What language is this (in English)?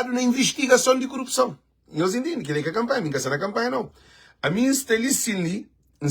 Kabuverdianu